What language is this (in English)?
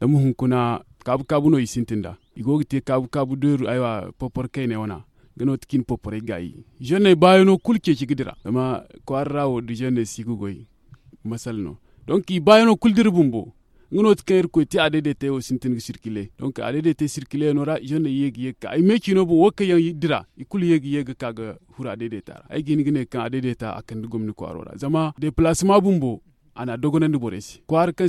Zarma